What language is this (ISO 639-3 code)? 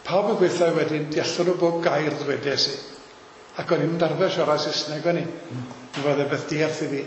cym